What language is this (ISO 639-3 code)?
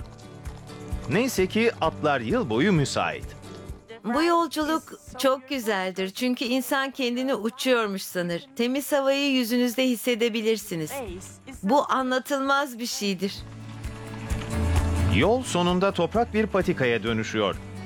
tur